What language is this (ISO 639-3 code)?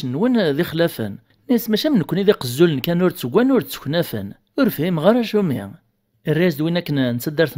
kab